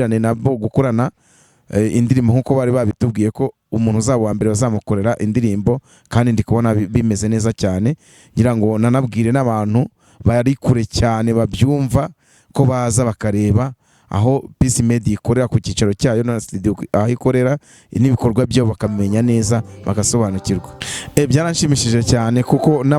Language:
Kinyarwanda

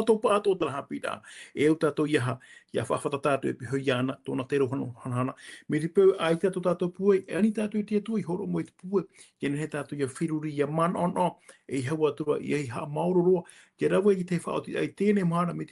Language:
Tahitian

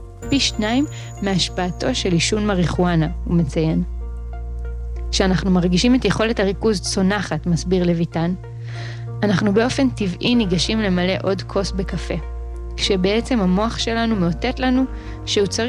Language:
Hebrew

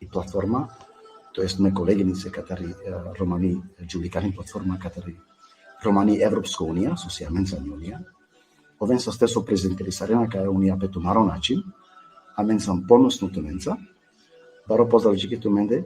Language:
Balkan Romani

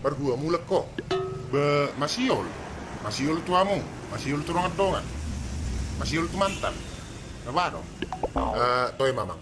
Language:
Batak Toba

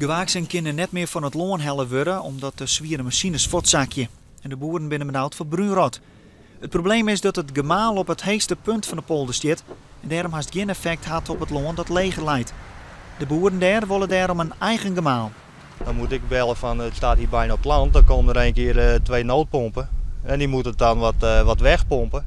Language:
Western Frisian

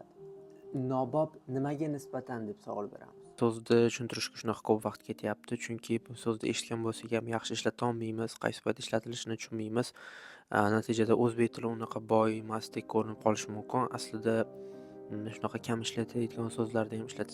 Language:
Uzbek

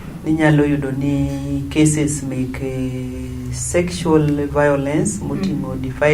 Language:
Luo (Kenya and Tanzania)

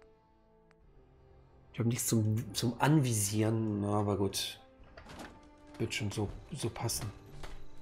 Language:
German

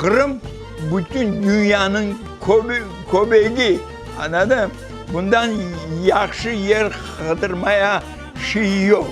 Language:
Crimean Tatar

